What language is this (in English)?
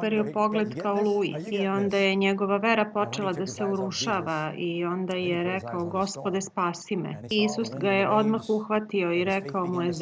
Serbian